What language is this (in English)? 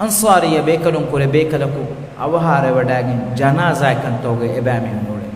Divehi